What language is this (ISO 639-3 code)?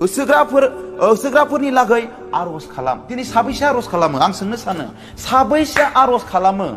brx